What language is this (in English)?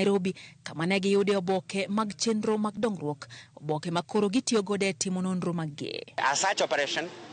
Luo (Kenya and Tanzania)